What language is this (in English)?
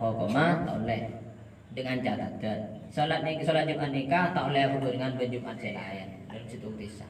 Madurese